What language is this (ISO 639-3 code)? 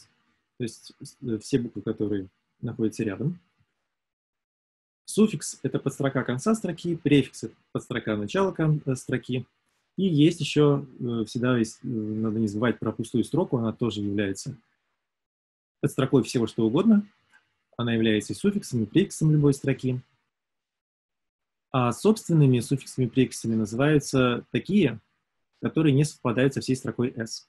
rus